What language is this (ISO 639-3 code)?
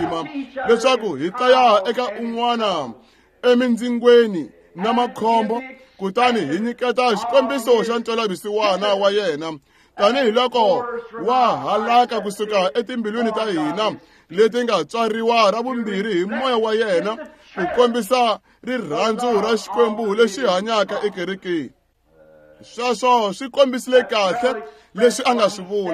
tso